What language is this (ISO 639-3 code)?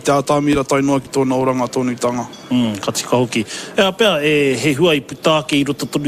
mri